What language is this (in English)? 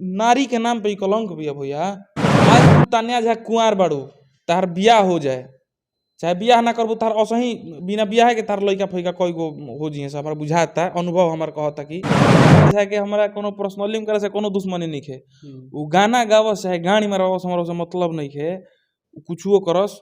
Bhojpuri